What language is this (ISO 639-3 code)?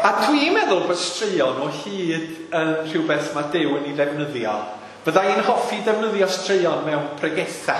cym